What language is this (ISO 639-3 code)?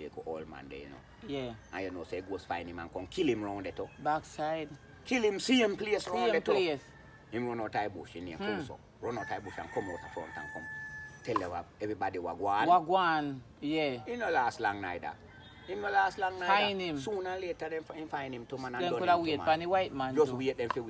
jam